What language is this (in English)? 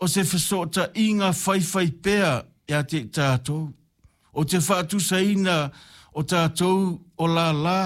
Samoan